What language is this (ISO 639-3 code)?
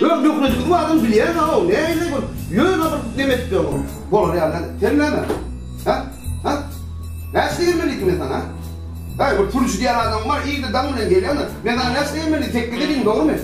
tuk